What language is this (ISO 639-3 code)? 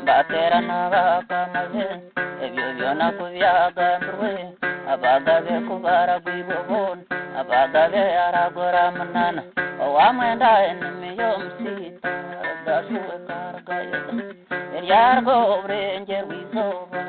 nyn